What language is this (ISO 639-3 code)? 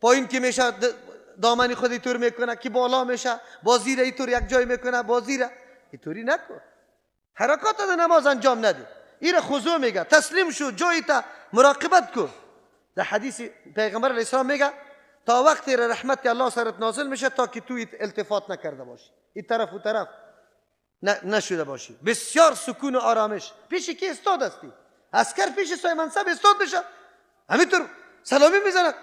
fas